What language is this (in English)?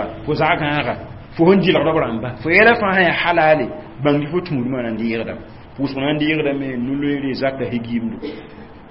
Mossi